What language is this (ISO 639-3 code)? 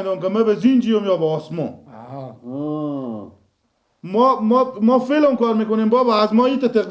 fas